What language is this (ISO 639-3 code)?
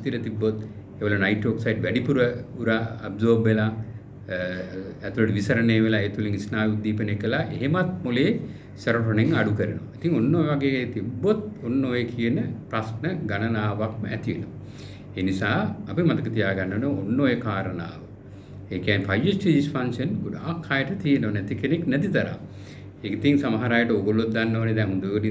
sin